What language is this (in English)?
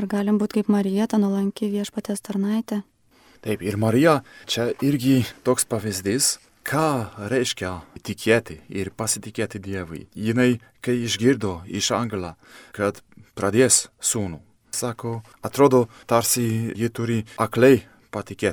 Lithuanian